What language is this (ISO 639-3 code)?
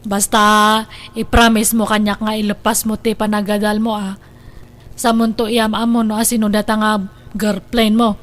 ilo